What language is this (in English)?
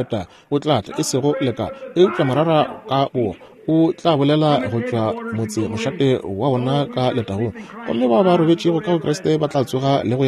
Northern Sotho